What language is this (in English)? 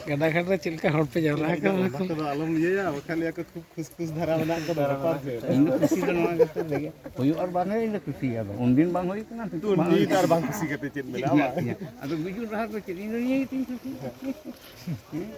Santali